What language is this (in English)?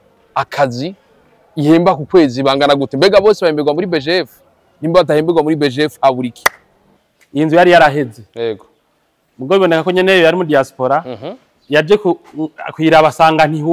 Rundi